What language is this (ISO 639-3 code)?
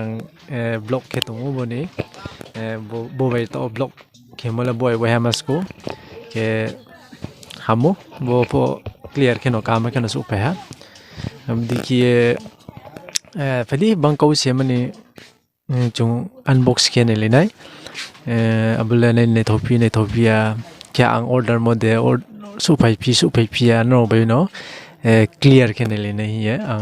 ria